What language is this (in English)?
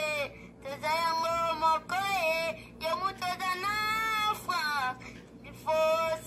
Lingala